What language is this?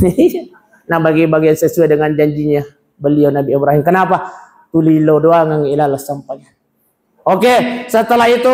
Buginese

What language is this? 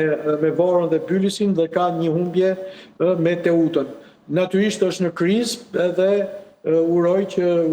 Albanian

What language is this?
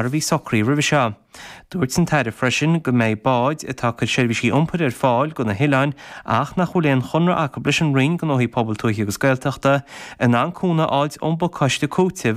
Irish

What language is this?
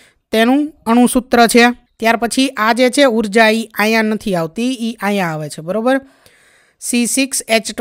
Gujarati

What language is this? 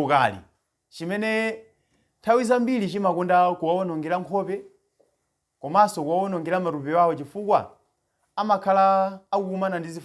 Nyanja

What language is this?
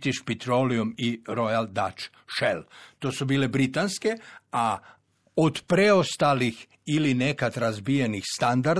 Croatian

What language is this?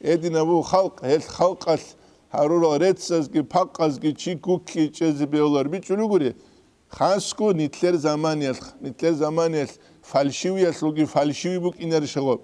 Avaric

